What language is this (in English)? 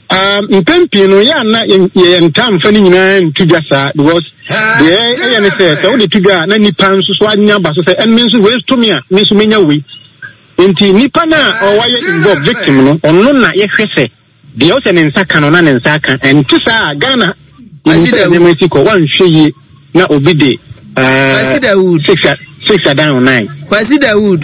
Akan